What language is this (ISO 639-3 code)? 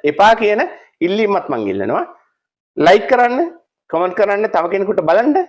sin